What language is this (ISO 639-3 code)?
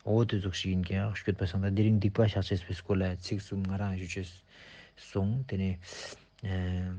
lbj